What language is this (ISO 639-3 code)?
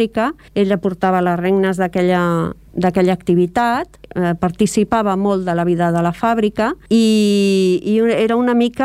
cat